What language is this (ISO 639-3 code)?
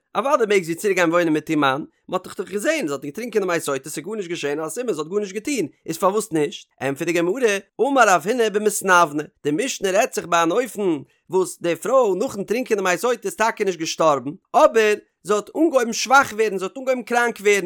yid